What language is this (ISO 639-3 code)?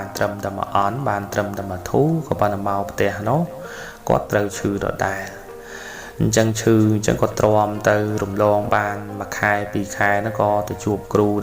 khm